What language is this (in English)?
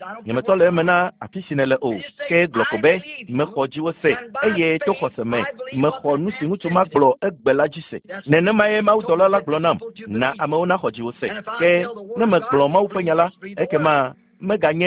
Ewe